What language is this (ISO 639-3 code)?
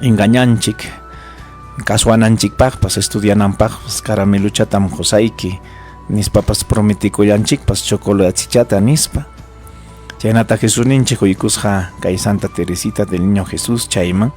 quy